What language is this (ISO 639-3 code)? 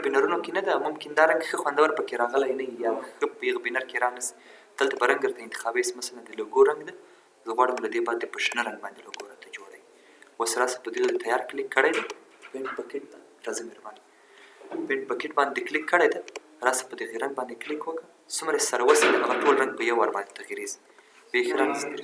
pus